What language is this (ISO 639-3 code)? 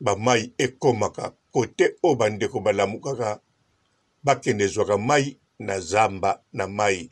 lin